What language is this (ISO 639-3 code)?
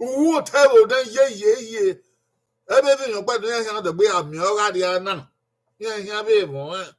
bin